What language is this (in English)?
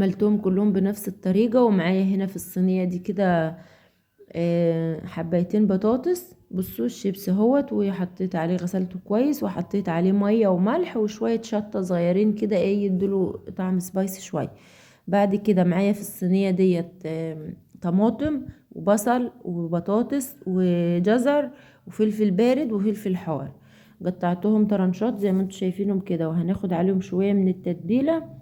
Egyptian Arabic